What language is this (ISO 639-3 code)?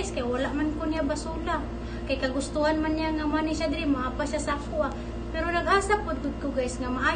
ceb